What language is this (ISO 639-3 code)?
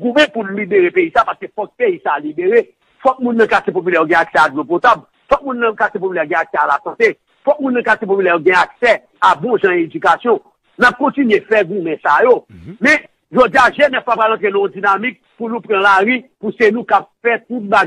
hat